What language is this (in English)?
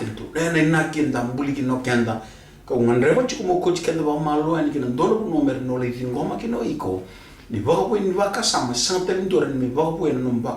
Fijian